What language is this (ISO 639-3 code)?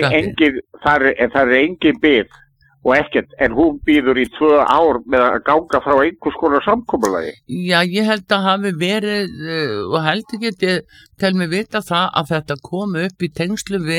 isl